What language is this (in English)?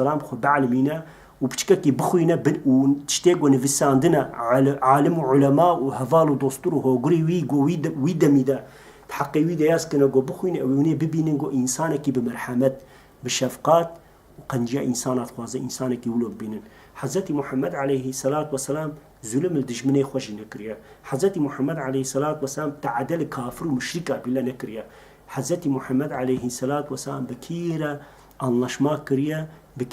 Kurdish